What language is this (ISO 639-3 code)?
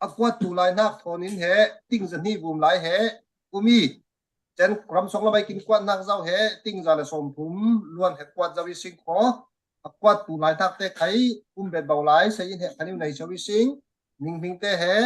cfm